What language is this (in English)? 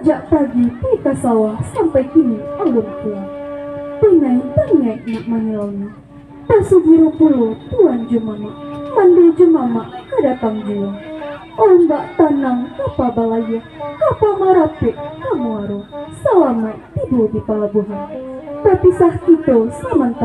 Minangkabau